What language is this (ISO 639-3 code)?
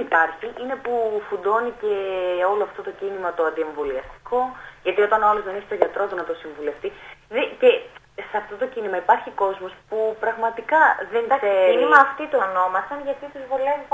ell